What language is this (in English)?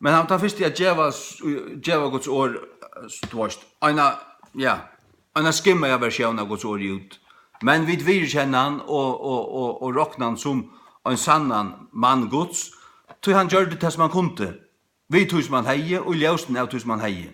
Faroese